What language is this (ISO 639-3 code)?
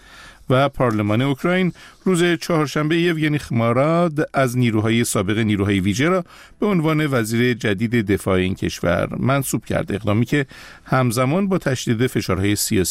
fas